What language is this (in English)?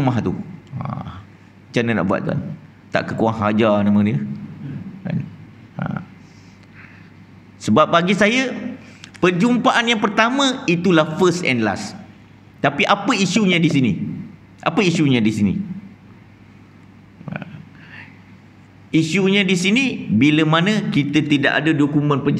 Malay